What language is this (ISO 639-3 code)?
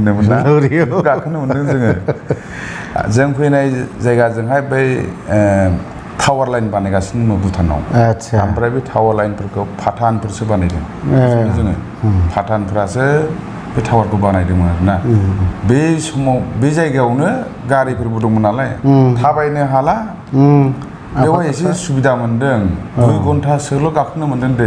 brx